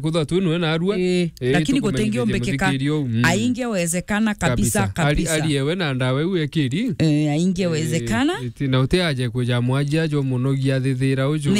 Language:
Meru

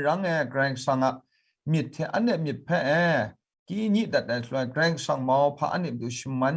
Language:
Kachin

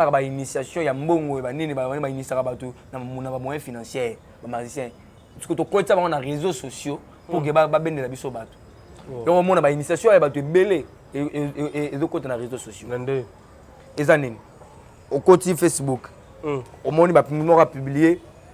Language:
Lingala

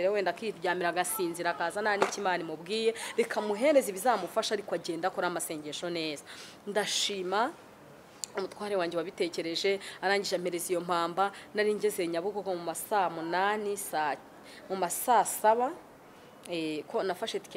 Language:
Kinyarwanda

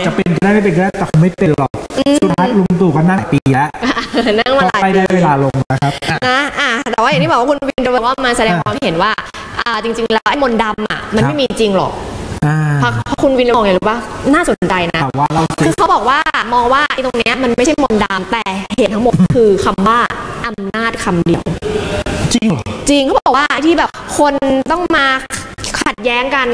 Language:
Thai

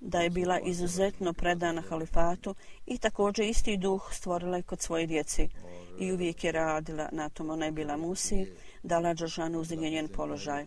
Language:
Bosnian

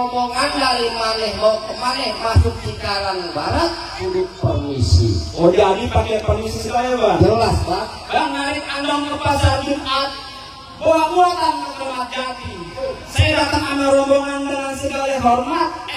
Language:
Betawi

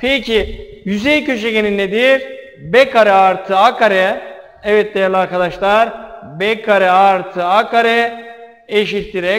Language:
Turkish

